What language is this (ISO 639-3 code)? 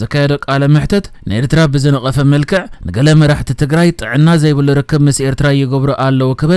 tir